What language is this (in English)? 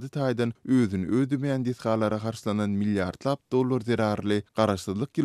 Turkmen